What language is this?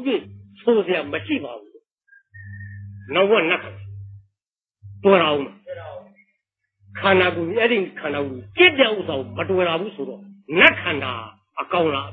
Burmese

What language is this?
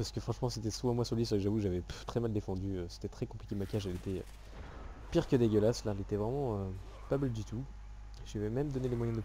French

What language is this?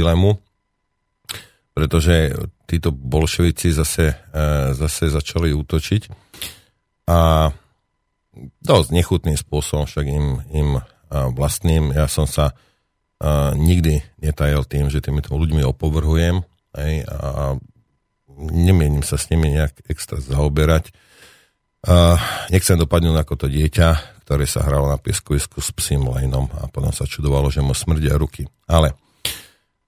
Slovak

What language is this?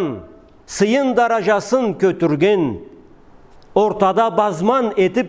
Karachay-Balkar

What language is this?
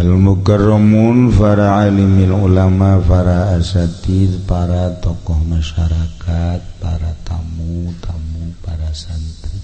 Sundanese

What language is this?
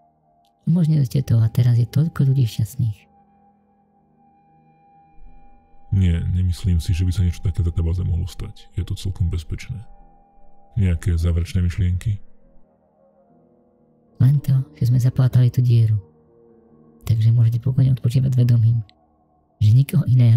Slovak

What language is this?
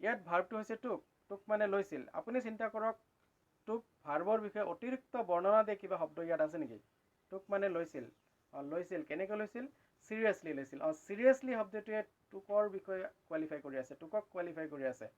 Assamese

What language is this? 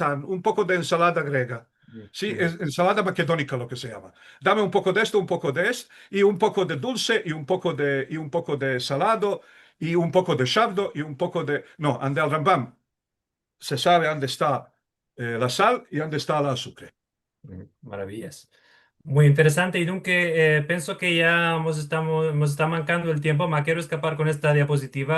Ladino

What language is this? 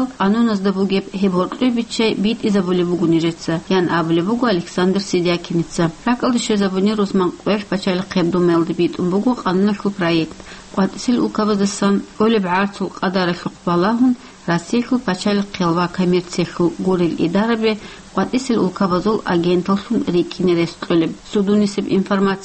Avaric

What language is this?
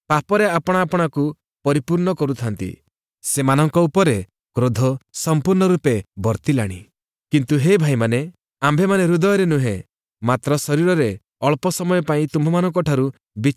Odia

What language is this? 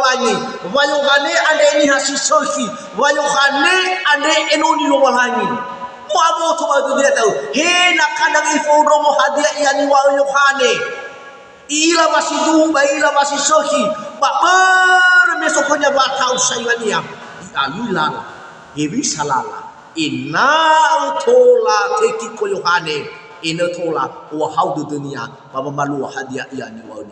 Nias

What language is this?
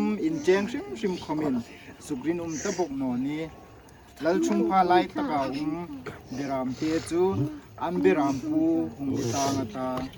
Hmar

